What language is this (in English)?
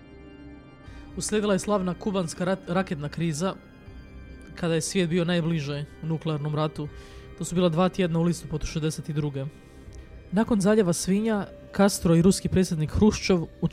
Croatian